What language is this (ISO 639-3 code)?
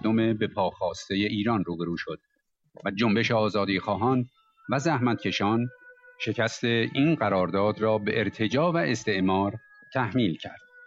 fas